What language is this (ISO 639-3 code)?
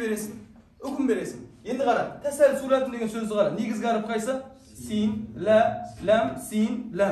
kaz